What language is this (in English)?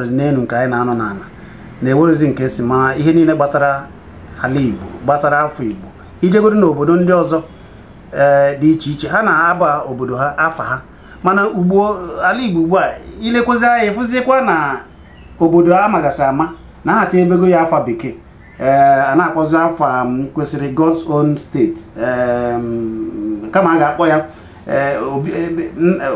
Igbo